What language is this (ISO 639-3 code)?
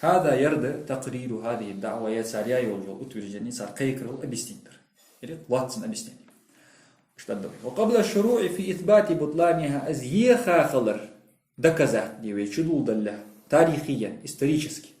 inh